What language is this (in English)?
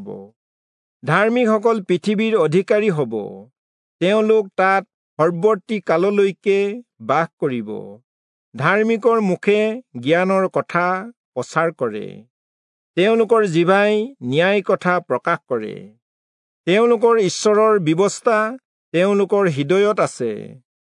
Assamese